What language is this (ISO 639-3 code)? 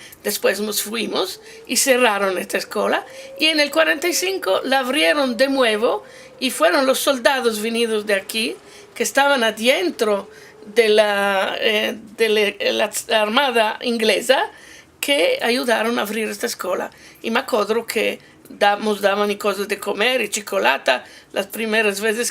lad